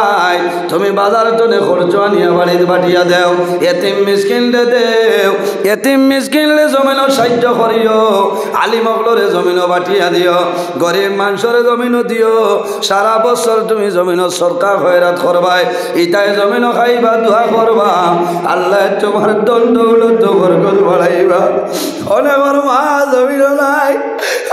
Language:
Sylheti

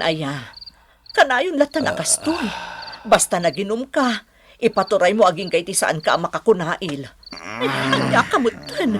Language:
Iloko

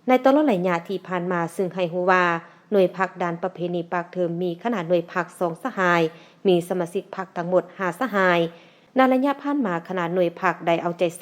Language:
Lao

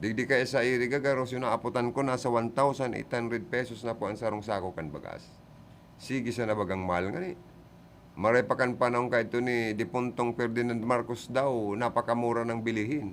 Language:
Bikol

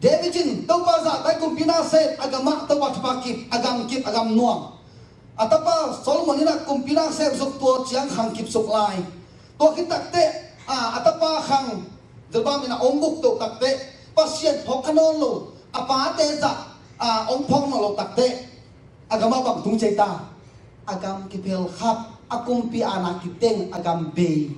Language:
Tedim Chin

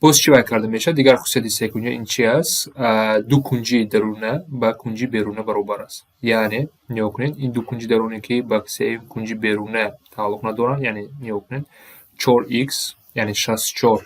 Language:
Tajik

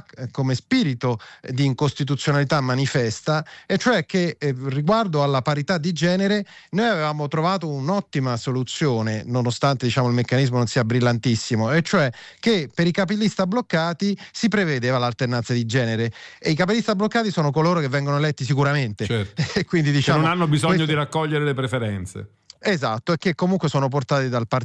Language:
Italian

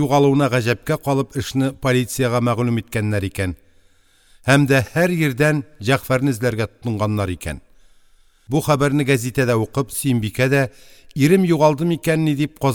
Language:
Tatar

